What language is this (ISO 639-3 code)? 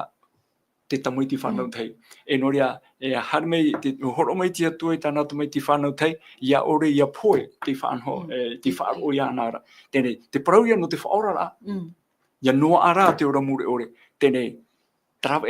tah